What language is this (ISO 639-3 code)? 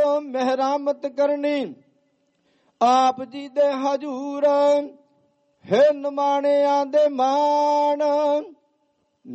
pan